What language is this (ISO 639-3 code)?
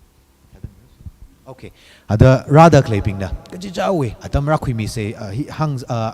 nmf